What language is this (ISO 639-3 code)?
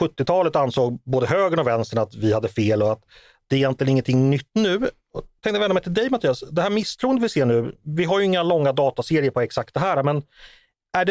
swe